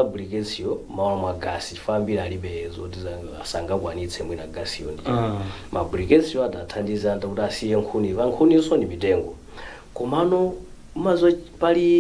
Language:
Nyanja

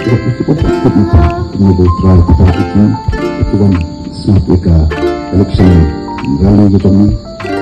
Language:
Khasi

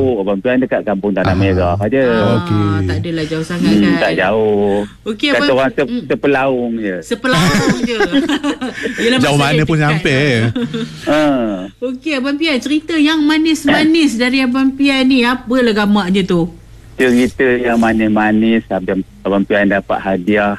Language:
Malay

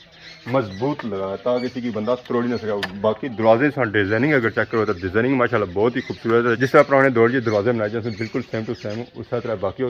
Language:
Pahari-Potwari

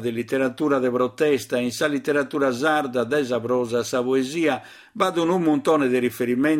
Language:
Sardinian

